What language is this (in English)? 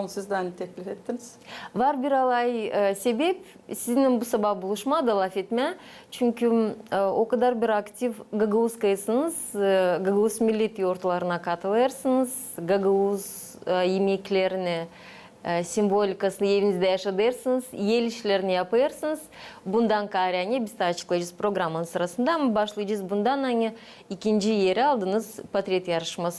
Gagauz